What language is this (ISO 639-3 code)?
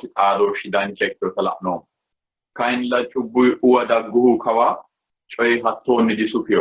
sid